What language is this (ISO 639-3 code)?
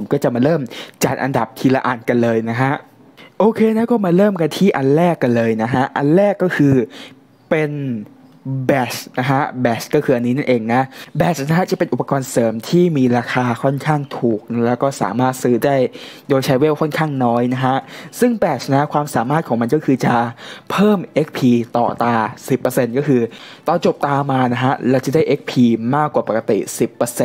tha